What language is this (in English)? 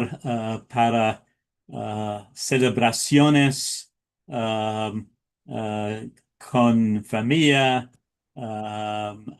Ladino